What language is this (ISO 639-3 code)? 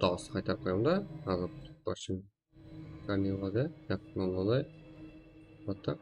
kaa